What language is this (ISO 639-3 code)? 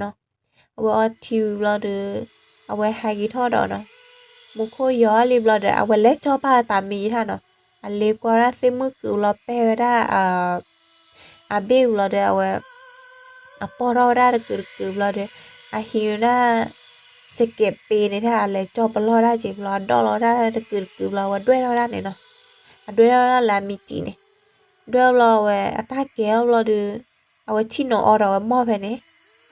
ksw